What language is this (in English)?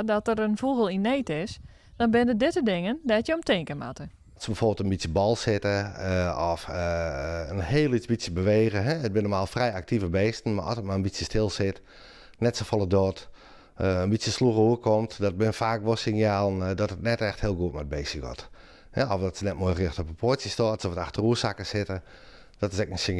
Western Frisian